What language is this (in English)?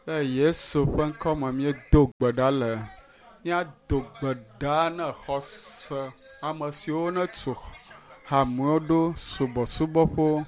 Ewe